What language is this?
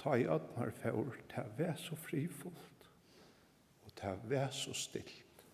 Faroese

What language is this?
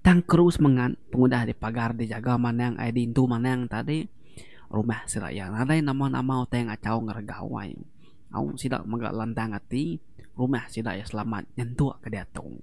Iban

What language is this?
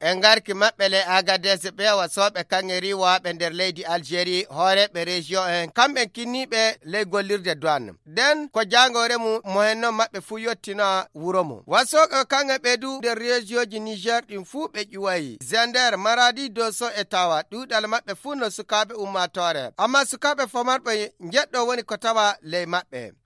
Fula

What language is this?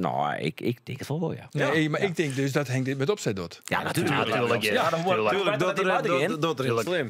Western Frisian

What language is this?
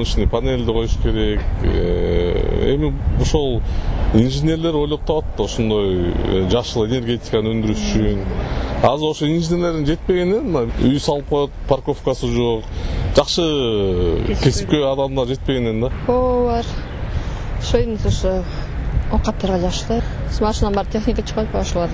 Kyrgyz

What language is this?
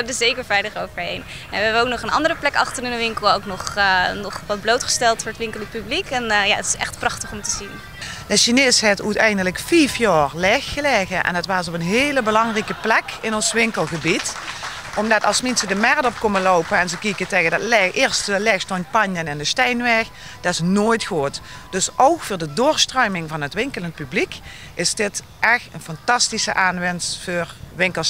Limburgish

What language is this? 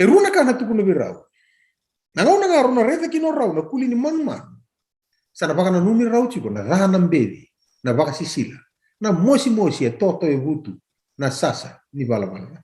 Fijian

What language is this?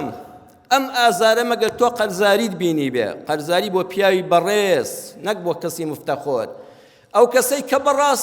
Central Kurdish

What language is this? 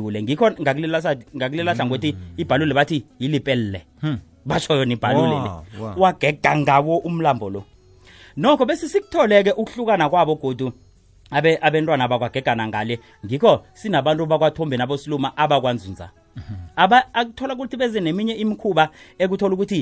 South Ndebele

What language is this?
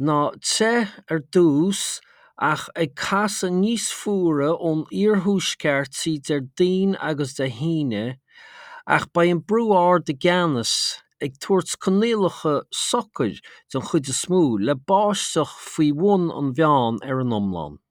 Irish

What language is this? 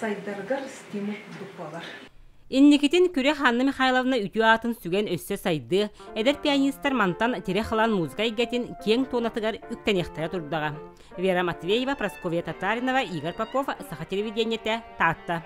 Yakut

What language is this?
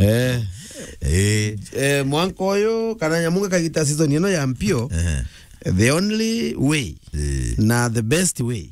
Meru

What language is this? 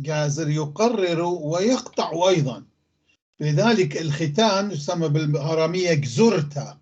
North Levantine Arabic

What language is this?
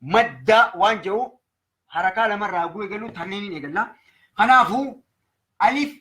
Oromo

